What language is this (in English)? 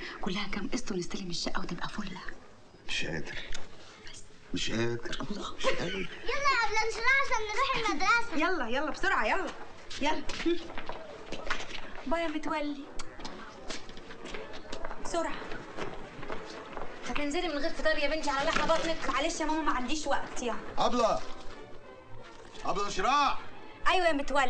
Egyptian Arabic